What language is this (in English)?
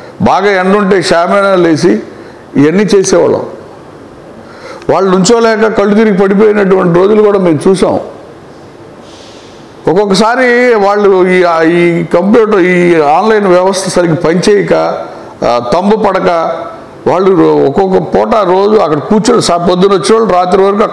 Telugu